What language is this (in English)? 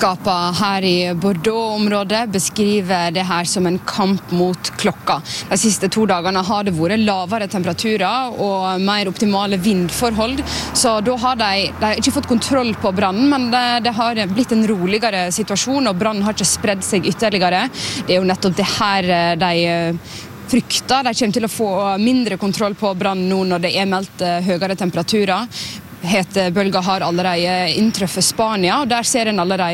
Norwegian